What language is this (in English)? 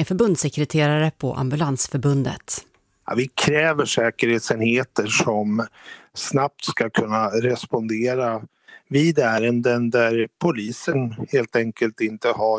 Swedish